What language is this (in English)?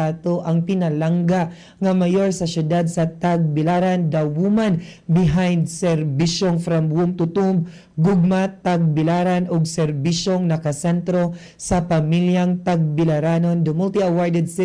Cebuano